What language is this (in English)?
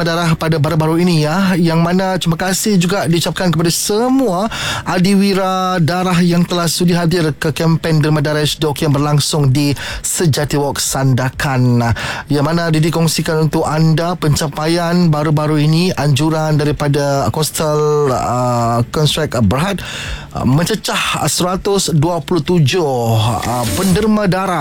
Malay